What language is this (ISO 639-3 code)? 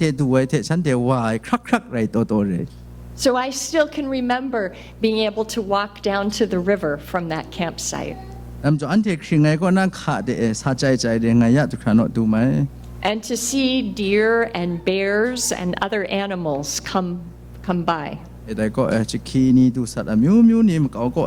kac